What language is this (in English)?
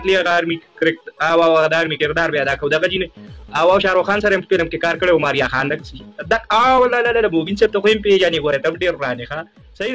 Pashto